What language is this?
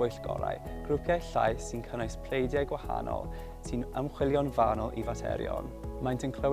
Welsh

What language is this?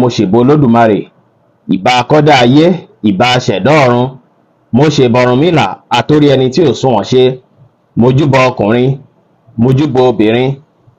Yoruba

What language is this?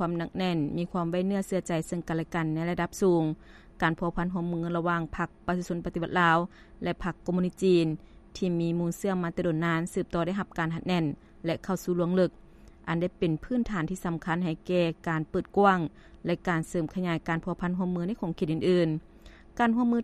Lao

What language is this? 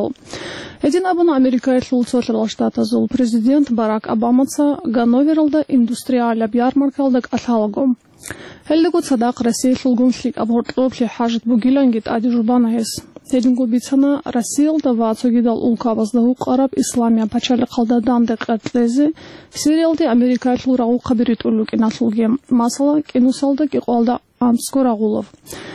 Avaric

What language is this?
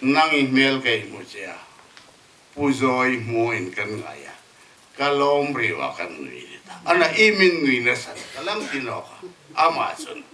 Hmar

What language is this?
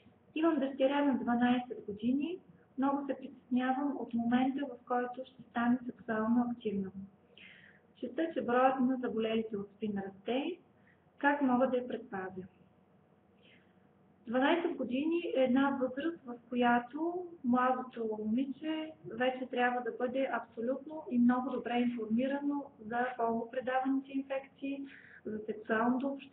Bulgarian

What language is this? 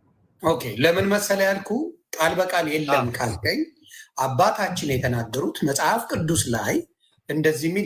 Amharic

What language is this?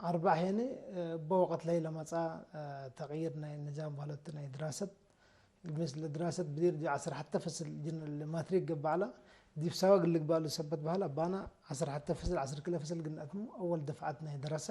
Tigre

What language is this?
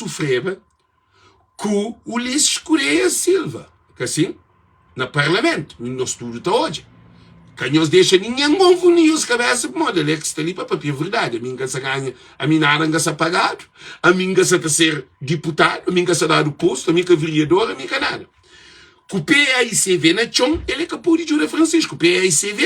Kabuverdianu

